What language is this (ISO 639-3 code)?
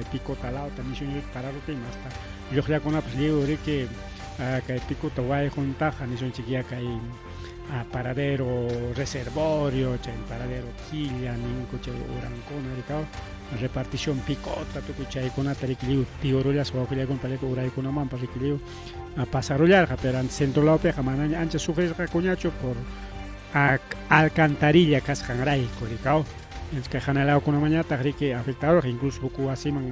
quy